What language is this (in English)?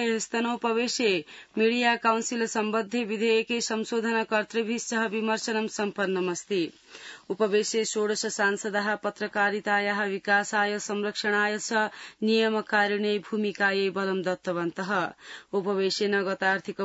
Sanskrit